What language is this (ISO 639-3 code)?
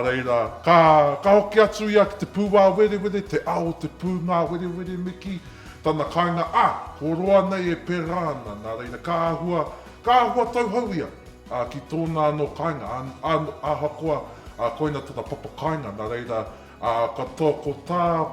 mri